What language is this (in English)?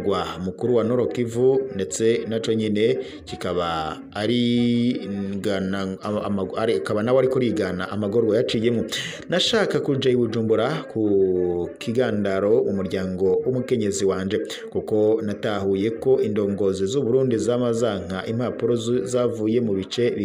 Rundi